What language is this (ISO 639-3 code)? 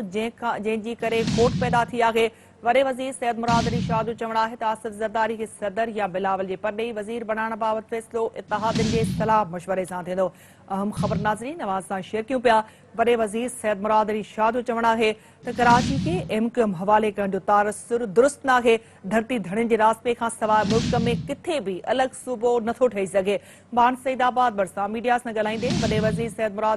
snd